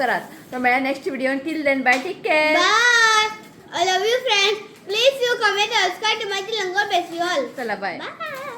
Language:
Konkani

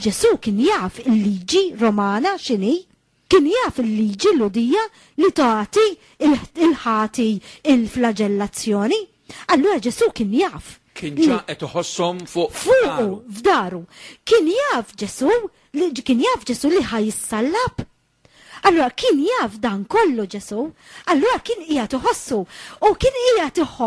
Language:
Maltese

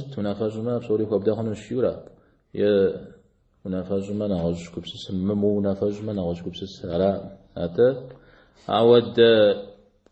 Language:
Kabardian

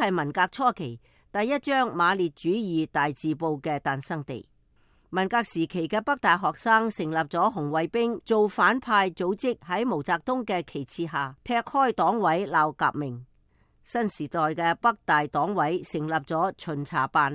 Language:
Cantonese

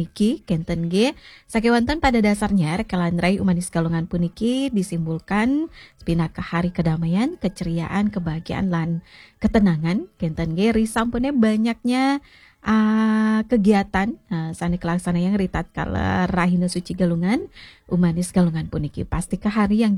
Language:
Balinese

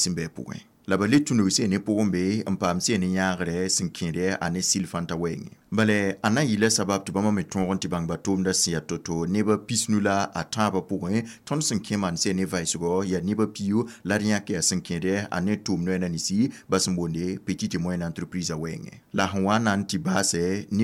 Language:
Mossi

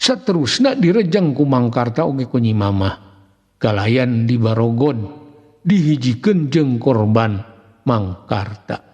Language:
Sundanese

